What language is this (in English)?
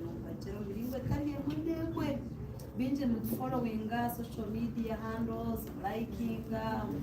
Nyankole